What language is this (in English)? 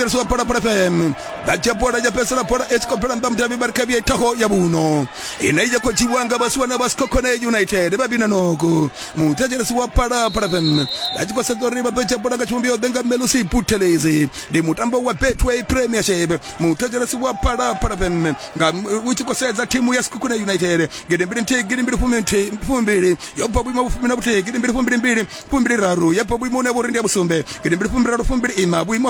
Venda